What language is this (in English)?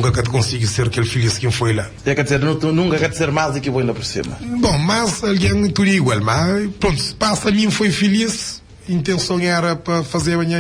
Kabuverdianu